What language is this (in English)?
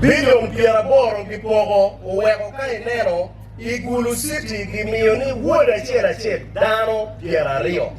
Acoli